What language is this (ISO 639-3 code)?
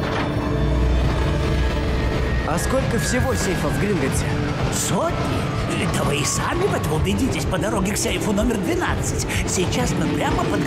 rus